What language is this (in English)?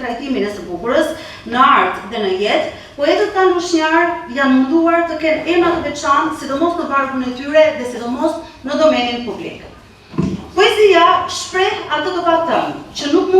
Albanian